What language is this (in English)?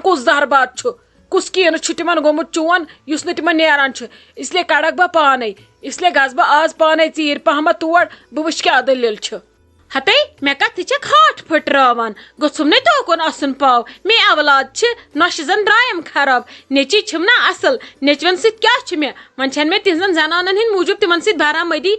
Kashmiri